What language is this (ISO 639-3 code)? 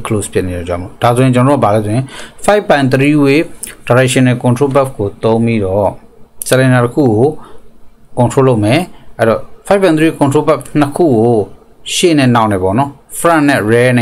mya